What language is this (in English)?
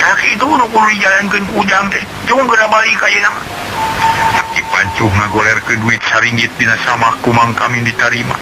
Sundanese